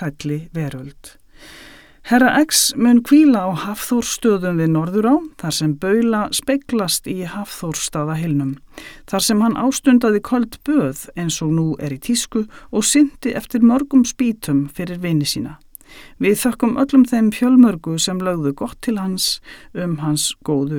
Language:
Icelandic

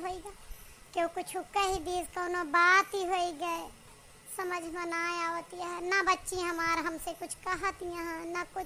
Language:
Awadhi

